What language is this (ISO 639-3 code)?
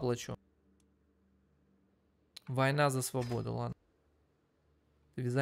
rus